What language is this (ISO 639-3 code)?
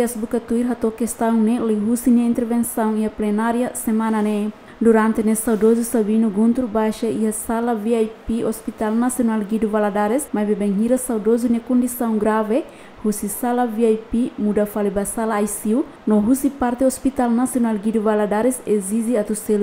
tet